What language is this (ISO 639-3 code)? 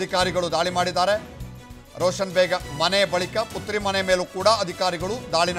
kan